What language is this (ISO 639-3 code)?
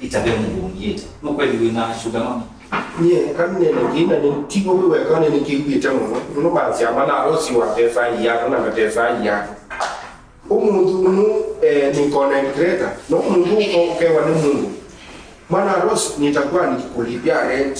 kam